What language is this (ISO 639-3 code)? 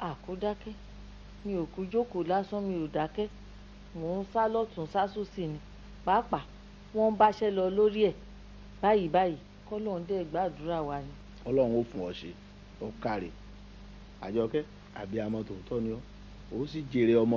yor